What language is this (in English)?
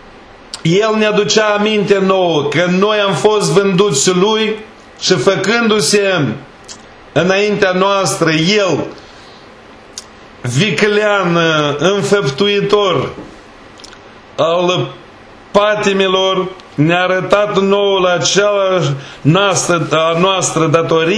Romanian